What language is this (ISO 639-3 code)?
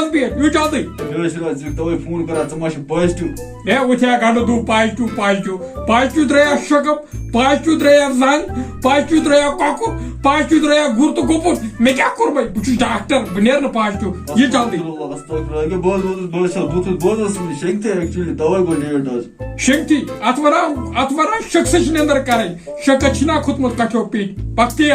kas